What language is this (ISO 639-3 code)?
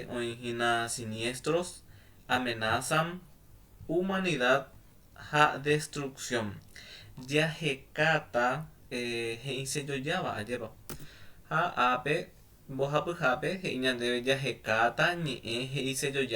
grn